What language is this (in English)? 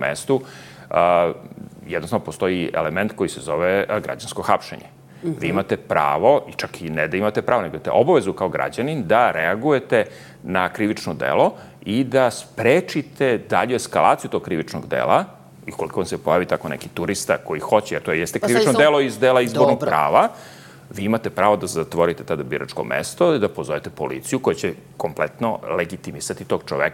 Serbian